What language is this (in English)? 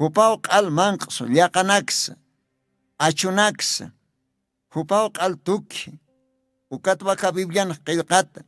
Aymara